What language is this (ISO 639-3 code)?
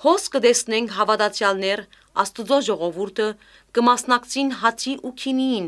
hye